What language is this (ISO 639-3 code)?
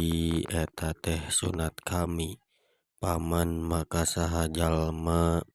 sun